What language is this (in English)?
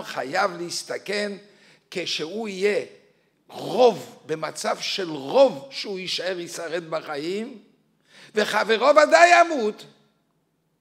Hebrew